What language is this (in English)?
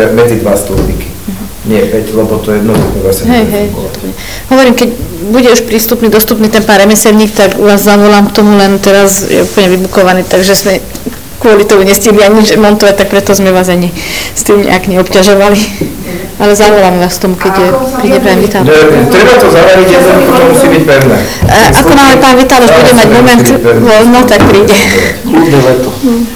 Slovak